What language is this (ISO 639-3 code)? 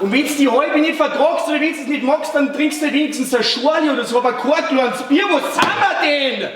bar